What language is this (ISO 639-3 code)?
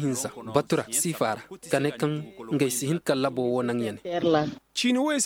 ses